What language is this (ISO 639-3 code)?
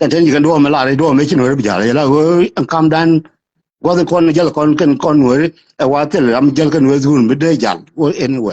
nus